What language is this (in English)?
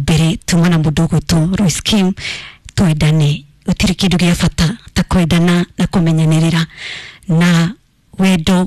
Kikuyu